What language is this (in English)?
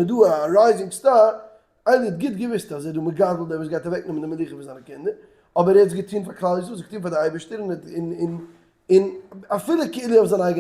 Yiddish